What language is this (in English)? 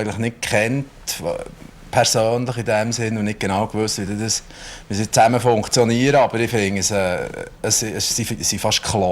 Swiss German